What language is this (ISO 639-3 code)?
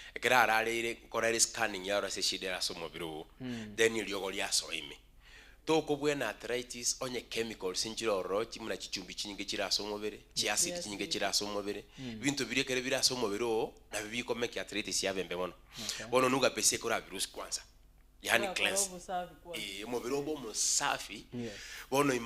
guz